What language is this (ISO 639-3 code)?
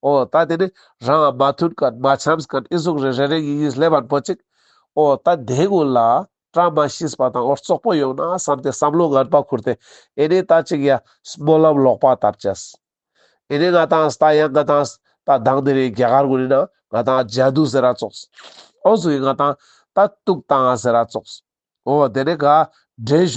lbj